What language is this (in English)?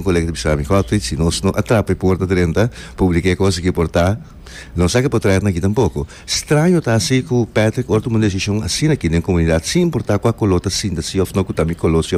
Papiamento